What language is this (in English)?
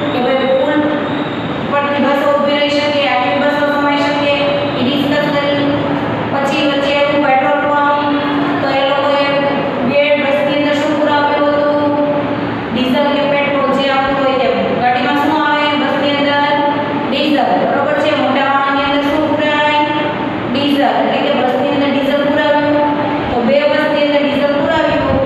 Gujarati